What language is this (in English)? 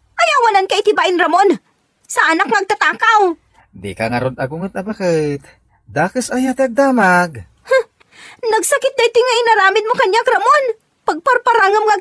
Iloko